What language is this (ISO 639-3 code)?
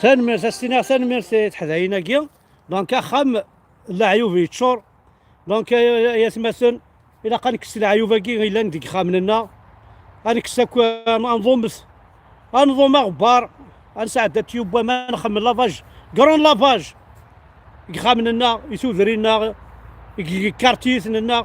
kab